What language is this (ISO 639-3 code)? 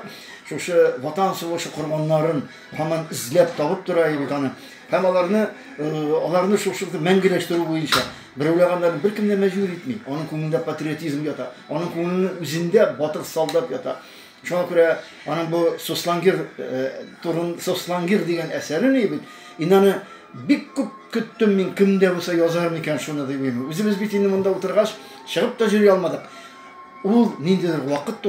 tat